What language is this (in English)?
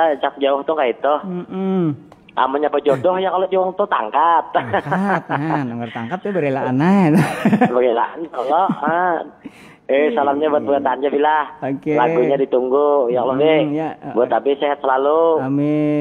Banjar